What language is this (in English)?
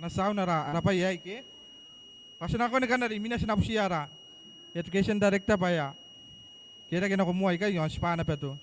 Gilbertese